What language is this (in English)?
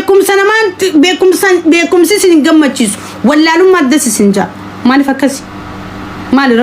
Oromo